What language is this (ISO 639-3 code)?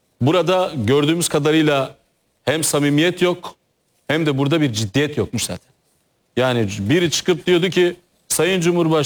tur